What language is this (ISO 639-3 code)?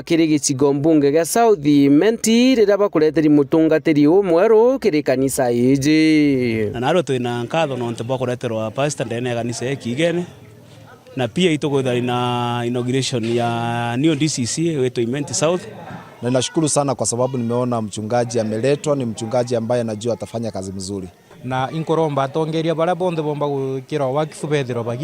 mer